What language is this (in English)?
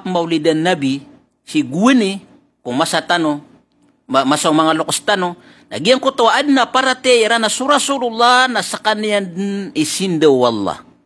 Maranao